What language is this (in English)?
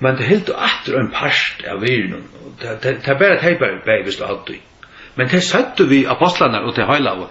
Faroese